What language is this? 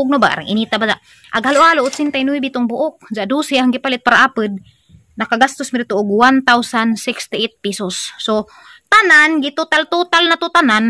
Cebuano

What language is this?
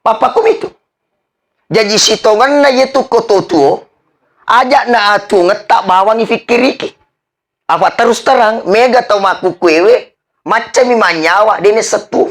Buginese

